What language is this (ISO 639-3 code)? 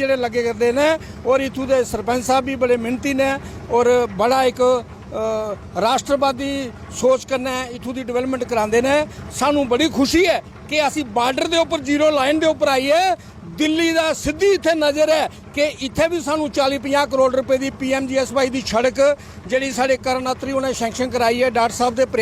doi